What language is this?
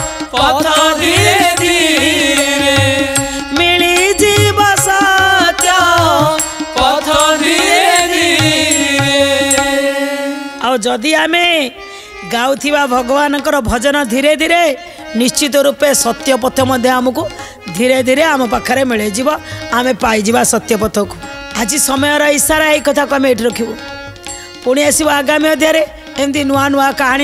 Odia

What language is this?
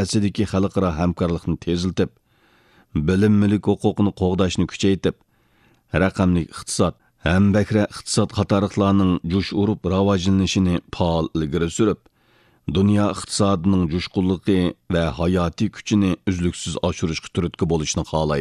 Uyghur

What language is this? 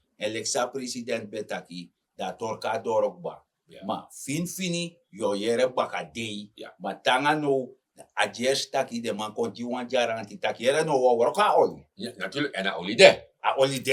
Sranan Tongo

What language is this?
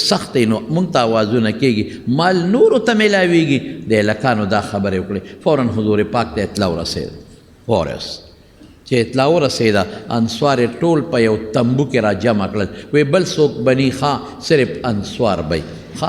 Pashto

